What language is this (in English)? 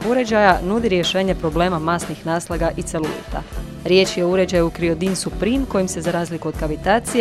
Croatian